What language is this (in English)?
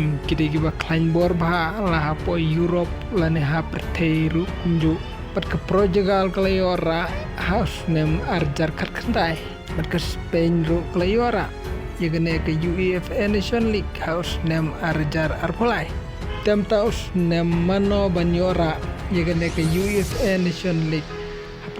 Khasi